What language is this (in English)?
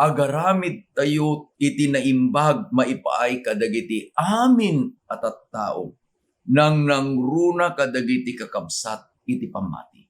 Iloko